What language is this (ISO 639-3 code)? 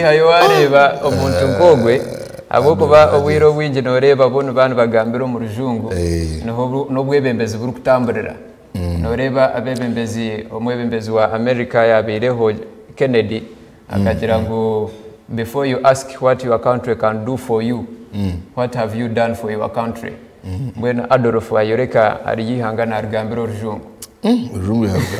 nyn